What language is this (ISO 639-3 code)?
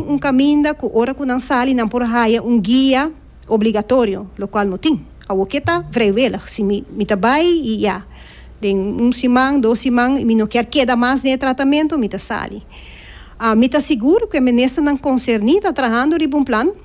pap